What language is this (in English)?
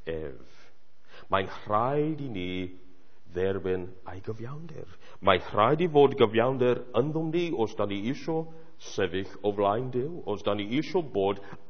Welsh